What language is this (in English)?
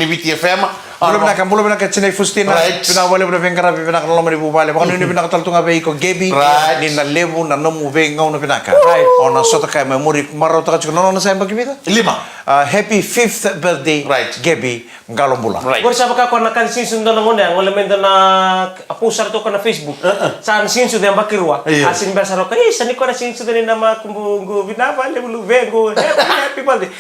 Fijian